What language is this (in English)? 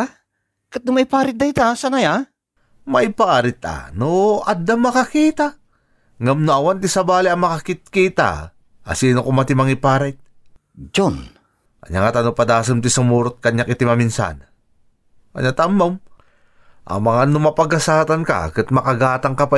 Iloko